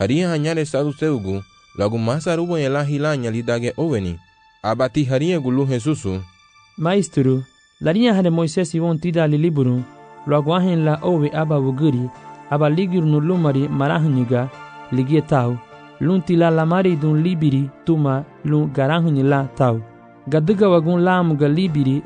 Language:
Garifuna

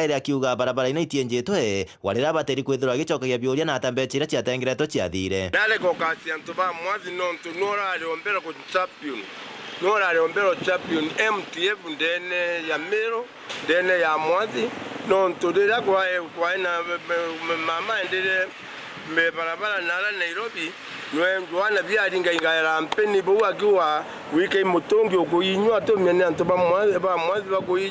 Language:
Meru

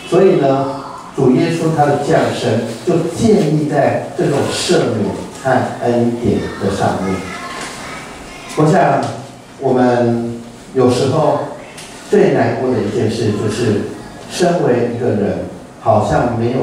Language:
Chinese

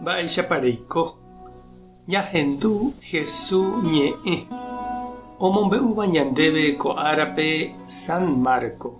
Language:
Guarani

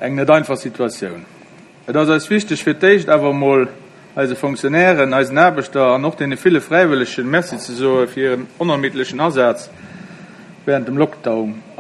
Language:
Luxembourgish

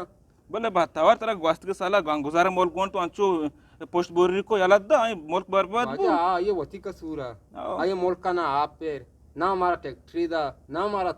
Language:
Eastern Balochi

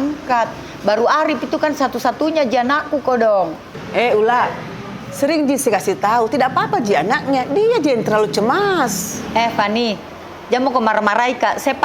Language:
Makassar Malay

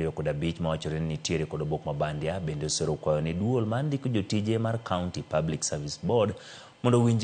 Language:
Luo (Kenya and Tanzania)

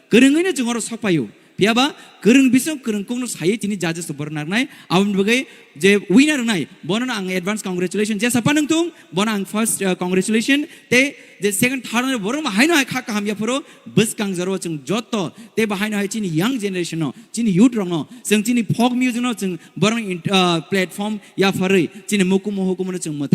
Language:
Kok Borok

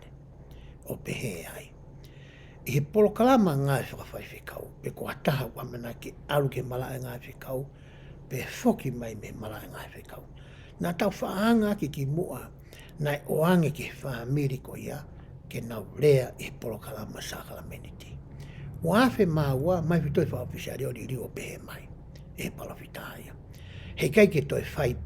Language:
Tongan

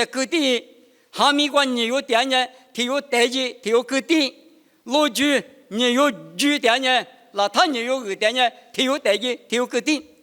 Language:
Lisu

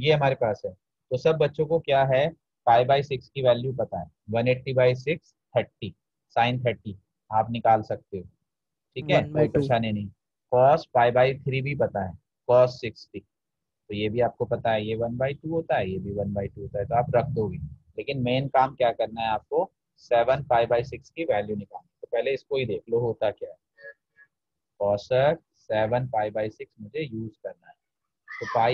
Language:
Hindi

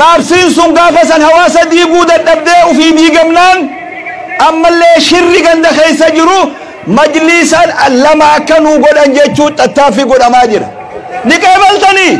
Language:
Oromo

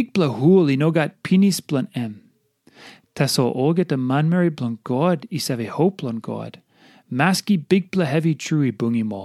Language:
Tok Pisin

